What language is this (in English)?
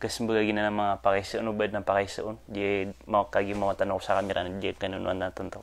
Maranao